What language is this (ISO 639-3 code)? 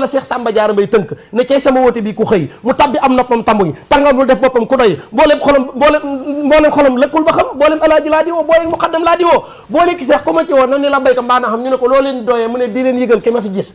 wol